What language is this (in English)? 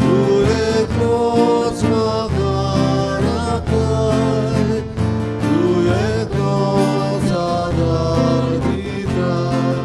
Konkani